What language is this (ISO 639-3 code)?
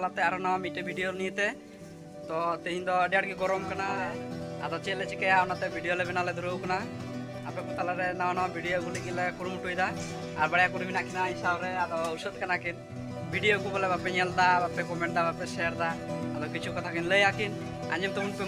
sat